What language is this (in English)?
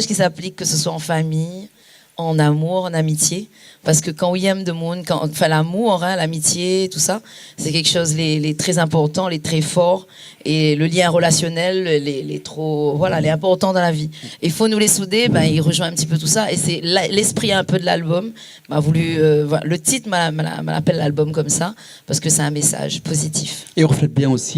Réunion Creole French